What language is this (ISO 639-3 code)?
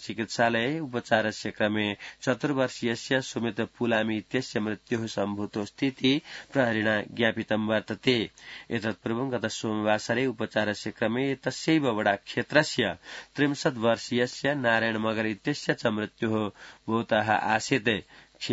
san